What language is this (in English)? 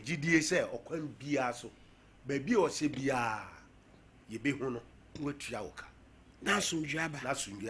Akan